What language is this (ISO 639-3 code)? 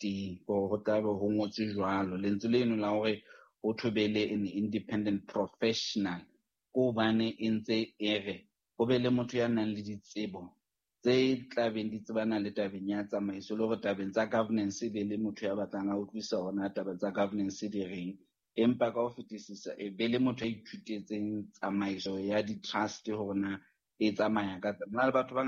sot